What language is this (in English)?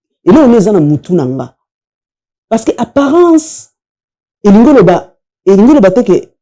Lingala